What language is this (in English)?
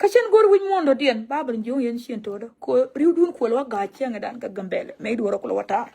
Nuer